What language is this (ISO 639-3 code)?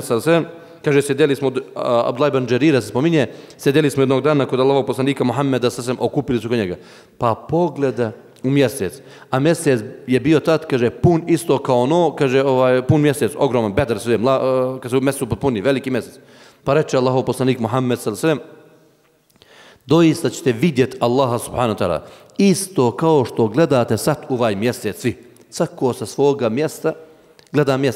bos